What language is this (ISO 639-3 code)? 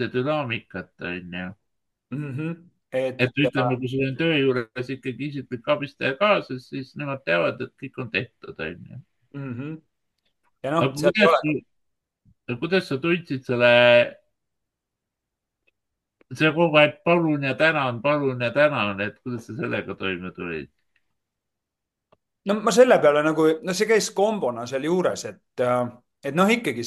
est